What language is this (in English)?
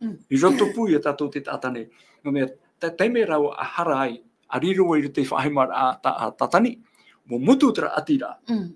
Tahitian